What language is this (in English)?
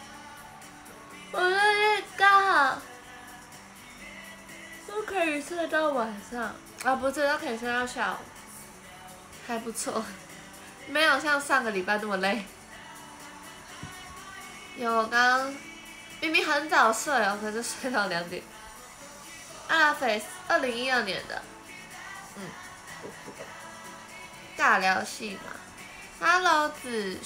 Chinese